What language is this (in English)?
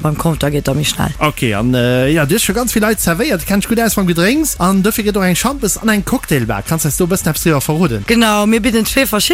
Luxembourgish